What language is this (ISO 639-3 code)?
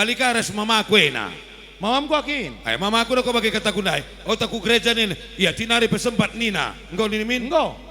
btx